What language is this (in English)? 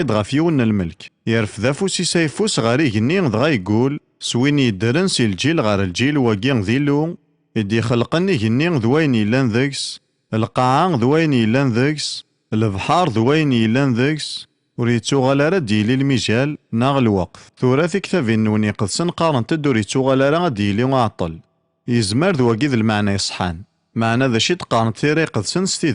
Kabyle